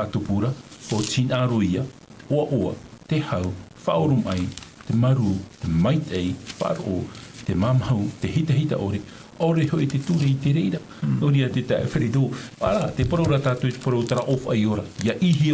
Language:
Tahitian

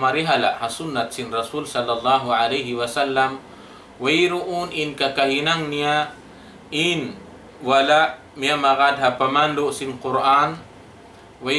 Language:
Tausug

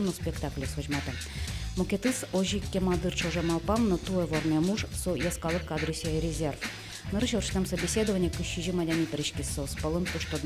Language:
Udmurt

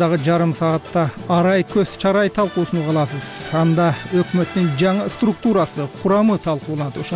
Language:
Kyrgyz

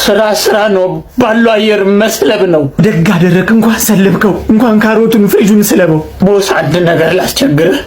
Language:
Amharic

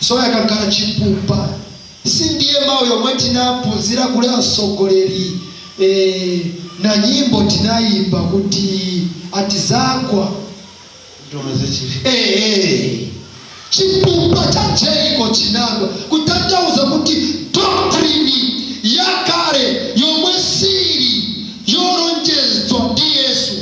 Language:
Nyanja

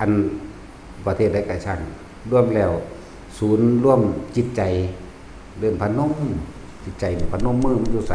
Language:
Lao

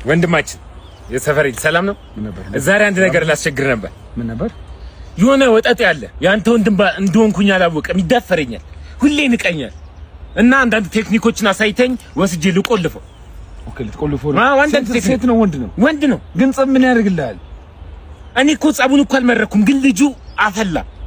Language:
Amharic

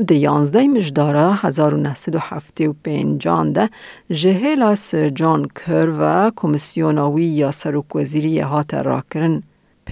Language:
Kurdish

